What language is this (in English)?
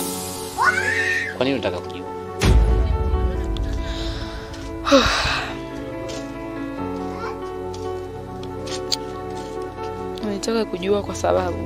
Swahili